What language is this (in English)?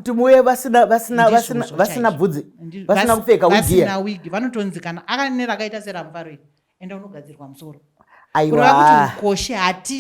Shona